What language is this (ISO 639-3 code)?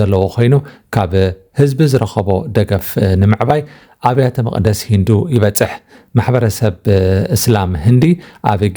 tir